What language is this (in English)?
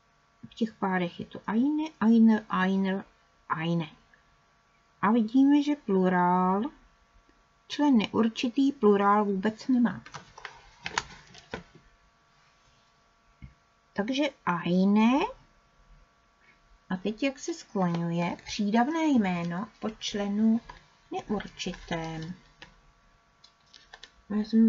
Czech